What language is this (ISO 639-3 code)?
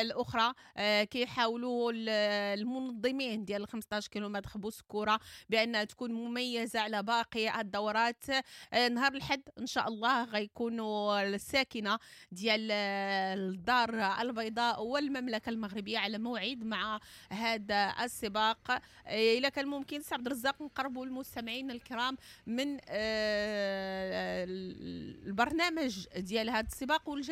ary